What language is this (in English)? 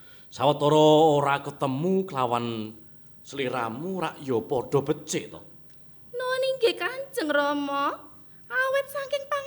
Javanese